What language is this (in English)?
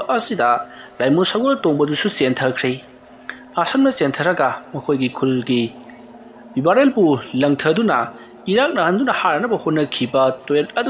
Manipuri